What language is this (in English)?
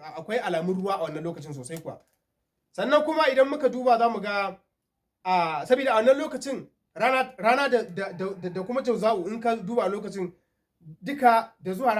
Hausa